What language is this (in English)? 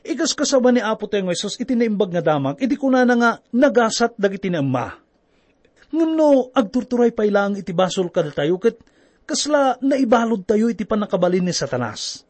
Iloko